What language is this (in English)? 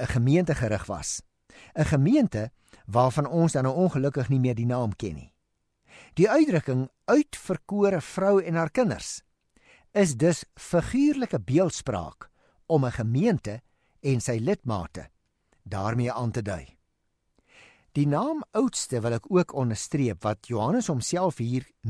Afrikaans